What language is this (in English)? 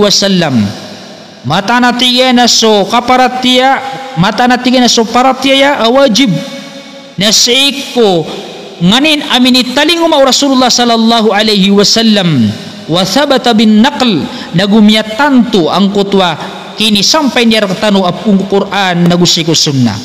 Maranao